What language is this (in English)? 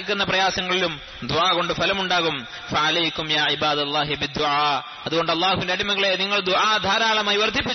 Malayalam